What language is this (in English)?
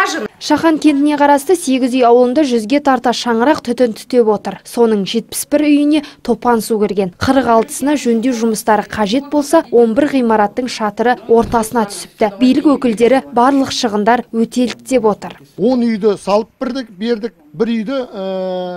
Kazakh